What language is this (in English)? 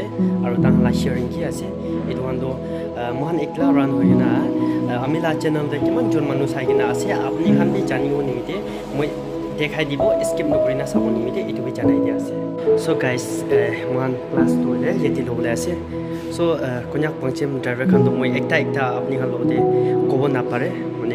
Naga Pidgin